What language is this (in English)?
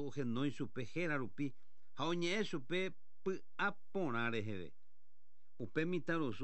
Guarani